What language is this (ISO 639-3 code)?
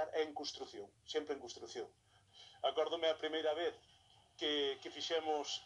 glg